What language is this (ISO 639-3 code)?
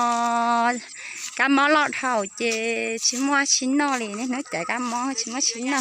hmn